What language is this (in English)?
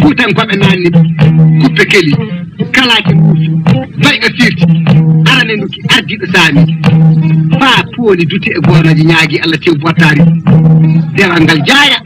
Fula